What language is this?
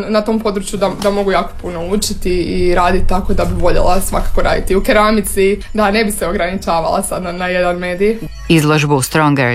Croatian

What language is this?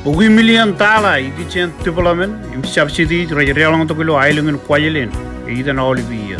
Marshallese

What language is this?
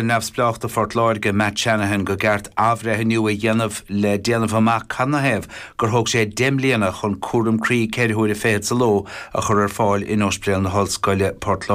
Irish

